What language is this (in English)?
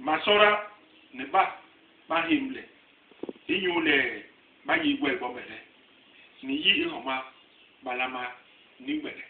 Basaa